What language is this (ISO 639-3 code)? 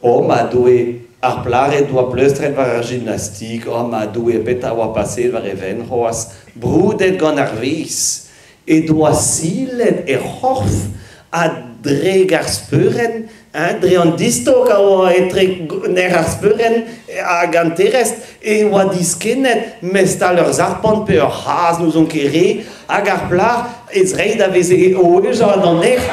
bre